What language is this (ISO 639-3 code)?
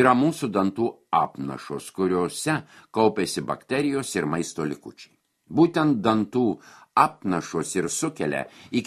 lit